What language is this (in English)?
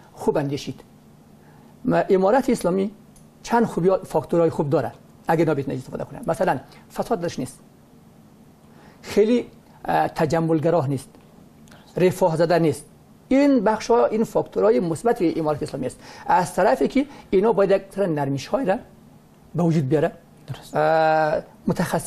Persian